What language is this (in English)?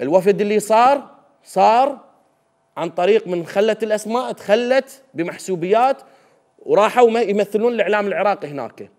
Mesopotamian Arabic